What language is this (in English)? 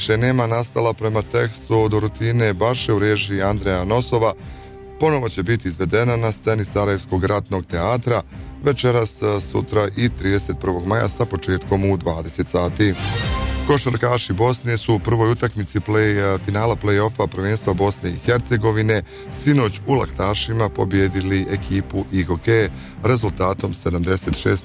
Bosnian